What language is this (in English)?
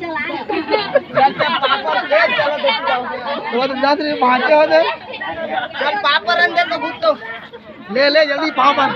Chhattisgarhi